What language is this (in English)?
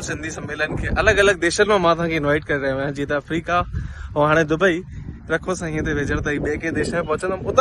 Sindhi